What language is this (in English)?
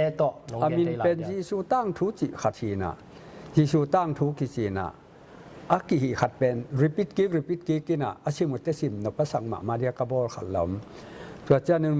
Tedim Chin